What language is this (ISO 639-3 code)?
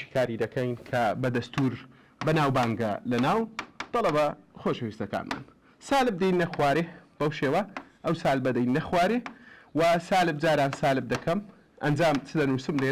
ckb